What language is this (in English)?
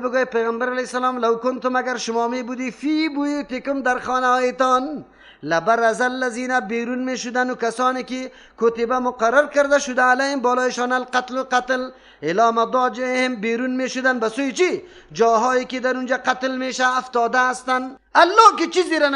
Persian